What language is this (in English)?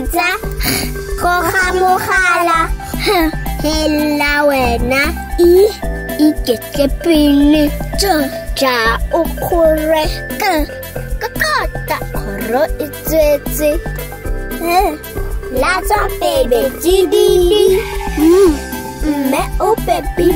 Tswana